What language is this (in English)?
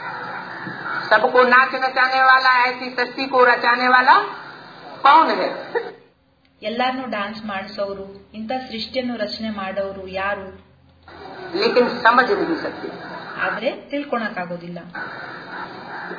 Kannada